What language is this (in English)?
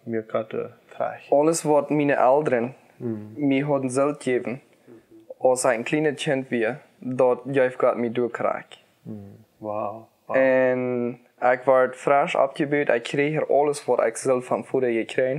Plautdietsch